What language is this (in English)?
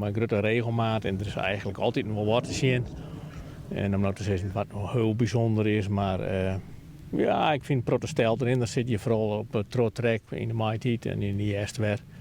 Western Frisian